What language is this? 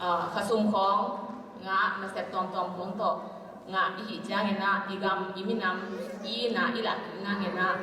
Tedim Chin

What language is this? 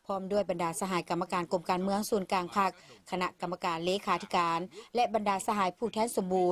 Lao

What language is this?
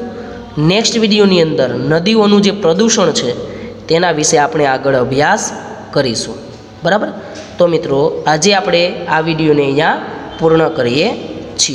Gujarati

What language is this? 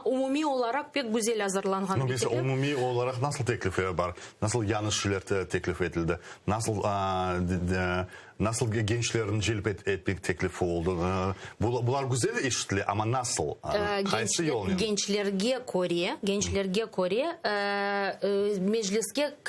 Crimean Tatar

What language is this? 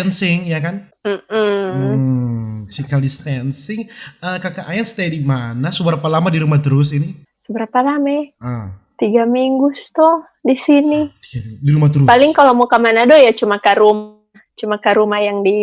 Manado Malay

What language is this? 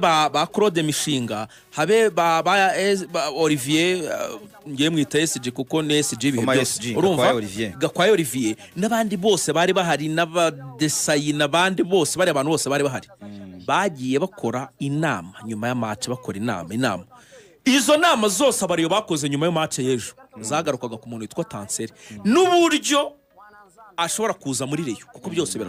Kinyarwanda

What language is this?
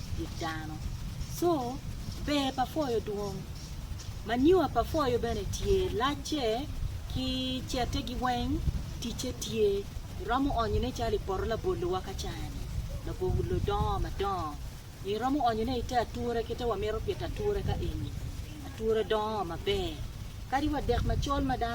Acoli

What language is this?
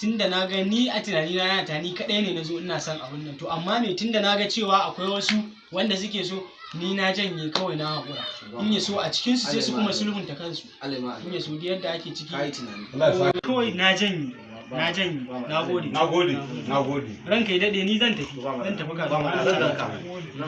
Hausa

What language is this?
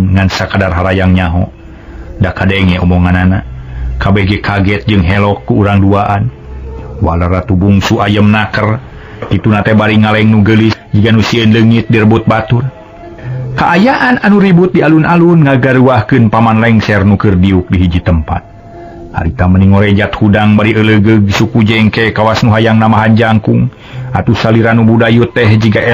Sundanese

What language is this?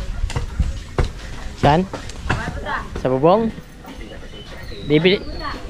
Filipino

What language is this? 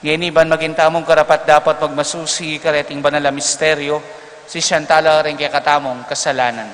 Pampanga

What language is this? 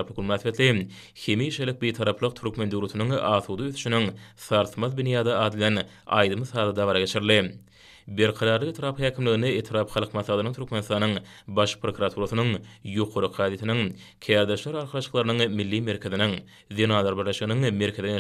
Turkmen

